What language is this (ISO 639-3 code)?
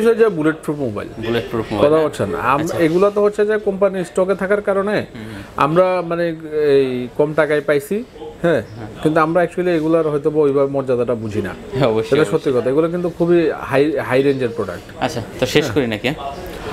ben